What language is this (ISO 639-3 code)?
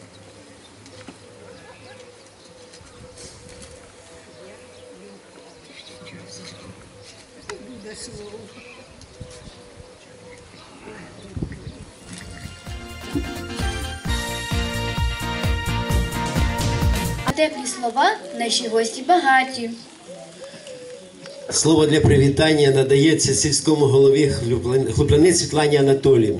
ukr